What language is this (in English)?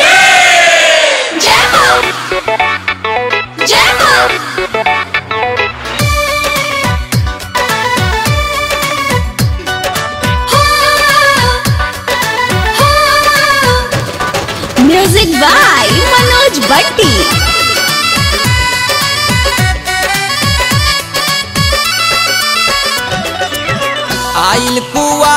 Bhojpuri